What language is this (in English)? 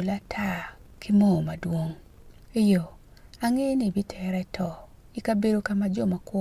Acoli